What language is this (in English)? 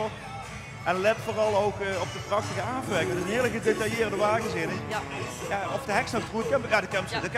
Limburgish